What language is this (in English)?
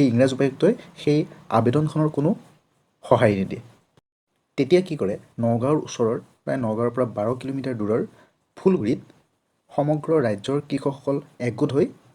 Assamese